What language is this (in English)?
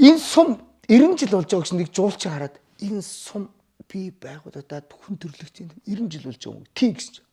Mongolian